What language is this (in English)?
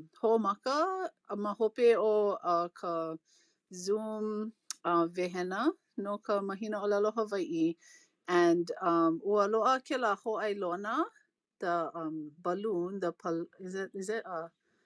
Hawaiian